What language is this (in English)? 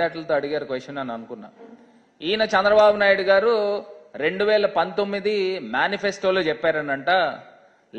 Telugu